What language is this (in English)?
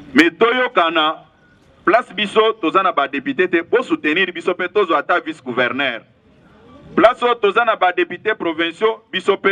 Lingala